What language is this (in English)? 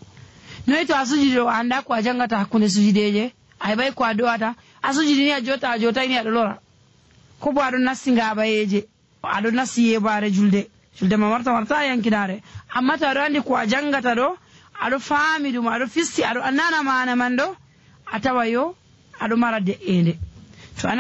Nigerian Fulfulde